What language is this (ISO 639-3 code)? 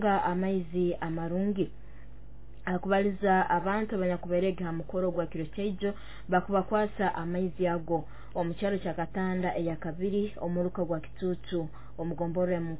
nyo